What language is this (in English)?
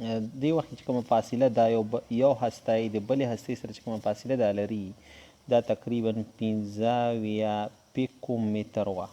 Pashto